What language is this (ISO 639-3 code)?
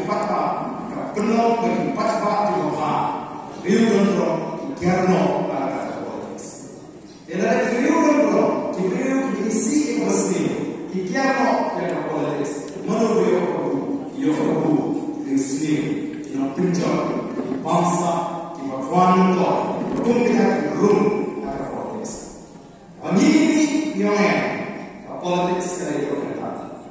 kha